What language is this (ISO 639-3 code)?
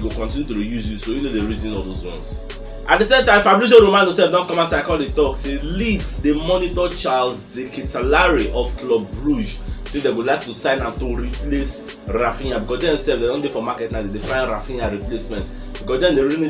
pcm